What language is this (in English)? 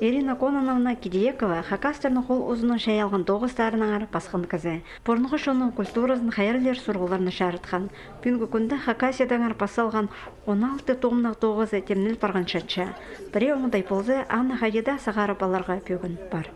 Khakas